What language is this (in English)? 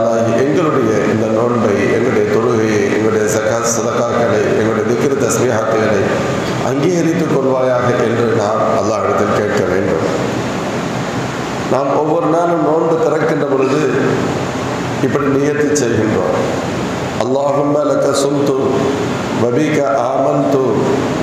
Tamil